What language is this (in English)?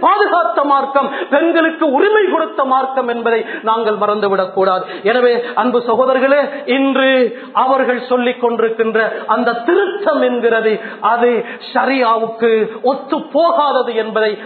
Tamil